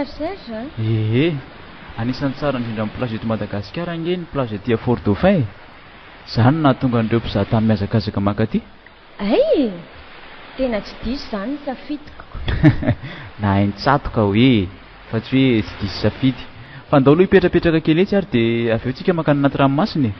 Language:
Malagasy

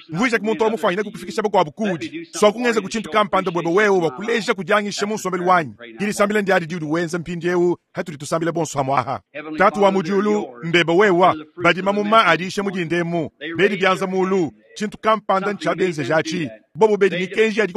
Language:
Luba-Lulua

